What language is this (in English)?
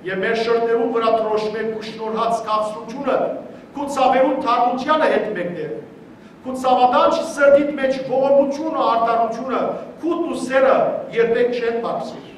Western Armenian